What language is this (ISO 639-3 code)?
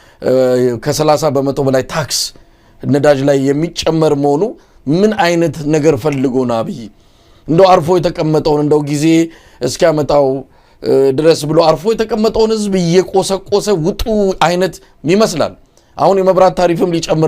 amh